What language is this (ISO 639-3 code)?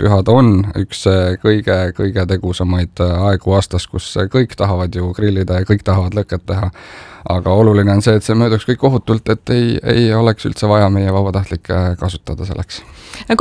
est